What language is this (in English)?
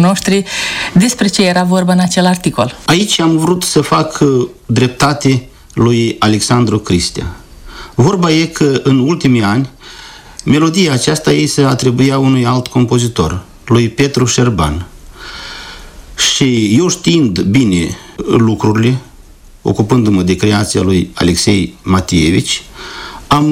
Romanian